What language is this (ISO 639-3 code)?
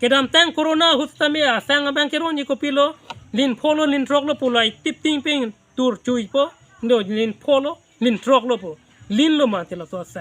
mjw